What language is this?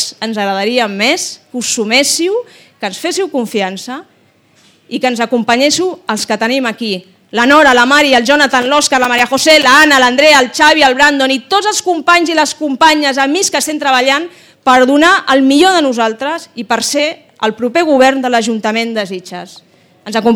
Catalan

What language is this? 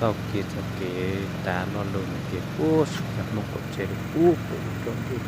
Hmong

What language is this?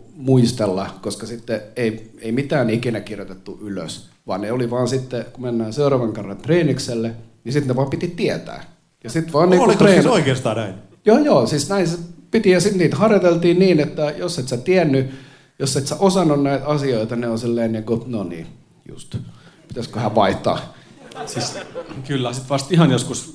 Finnish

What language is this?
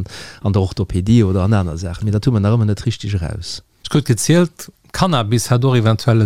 Luxembourgish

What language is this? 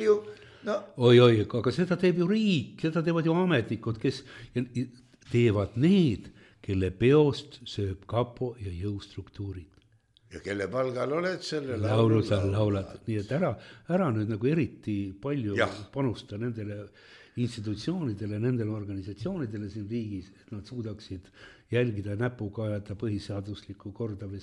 Estonian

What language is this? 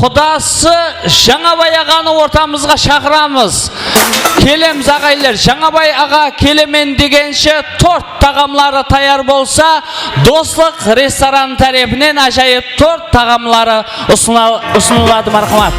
Kara-Kalpak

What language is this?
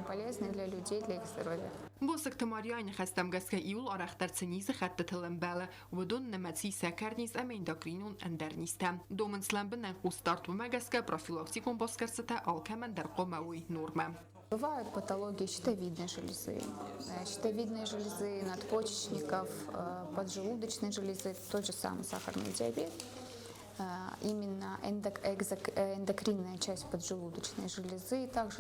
Ossetic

